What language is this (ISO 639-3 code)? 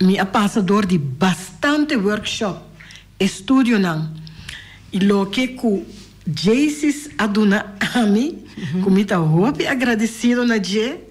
pap